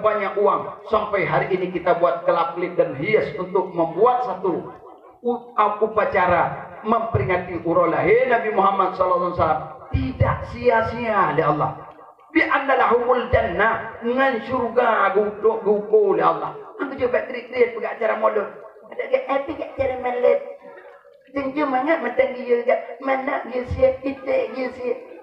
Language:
Achinese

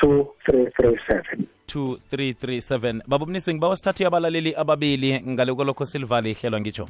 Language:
South Ndebele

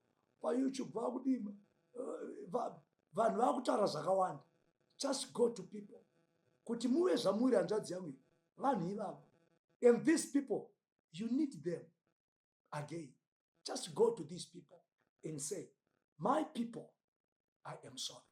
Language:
Shona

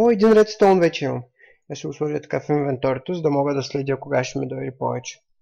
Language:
Bulgarian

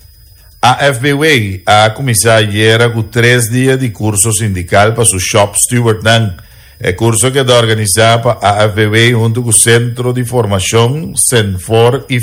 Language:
Papiamento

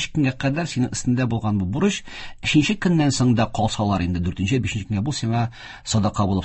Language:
Tatar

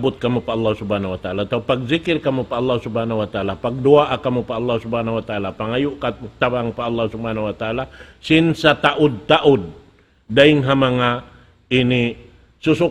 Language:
Tausug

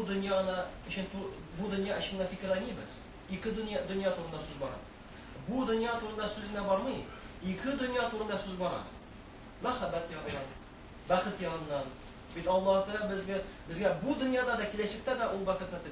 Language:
Tatar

